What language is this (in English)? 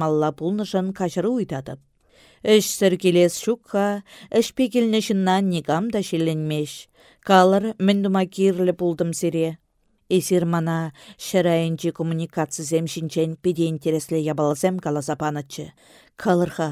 Chuvash